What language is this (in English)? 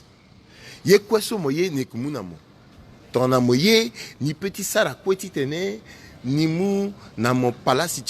Sango